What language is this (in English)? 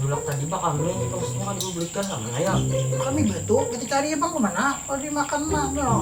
Banjar